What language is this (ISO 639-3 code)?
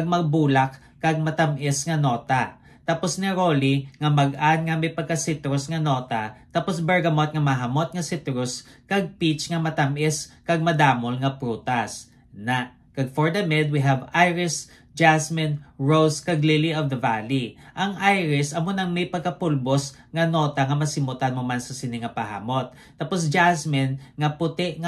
hil